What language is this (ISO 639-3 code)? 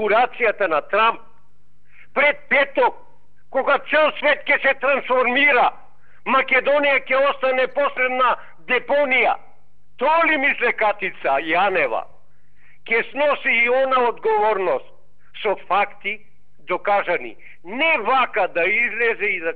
mkd